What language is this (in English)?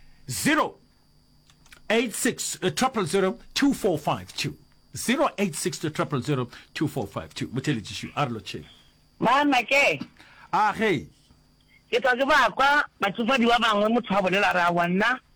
Northern Sotho